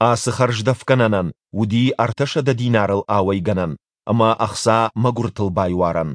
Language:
Ossetic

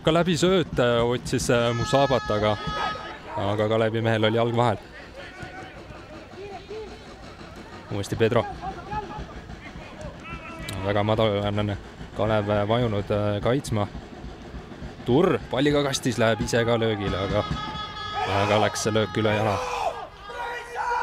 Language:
Estonian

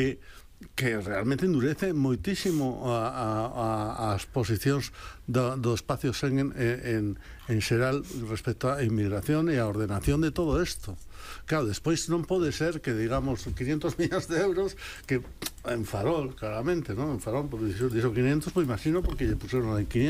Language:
Galician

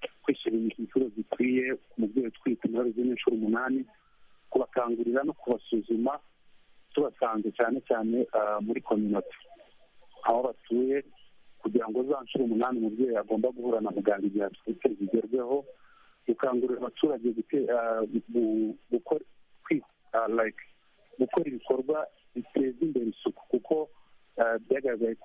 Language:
Kinyarwanda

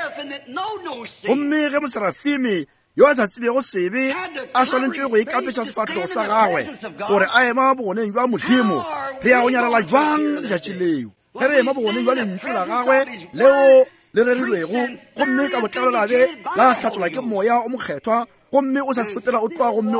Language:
Northern Sotho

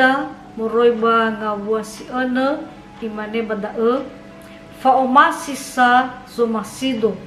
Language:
Nias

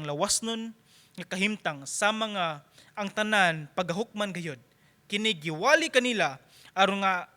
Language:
Cebuano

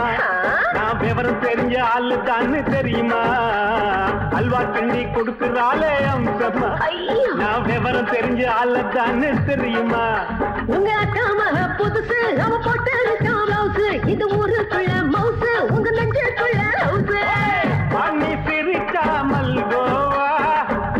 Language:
Tamil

